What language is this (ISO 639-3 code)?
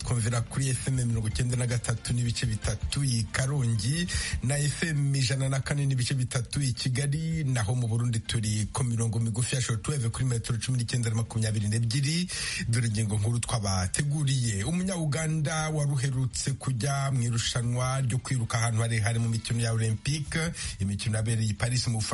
kin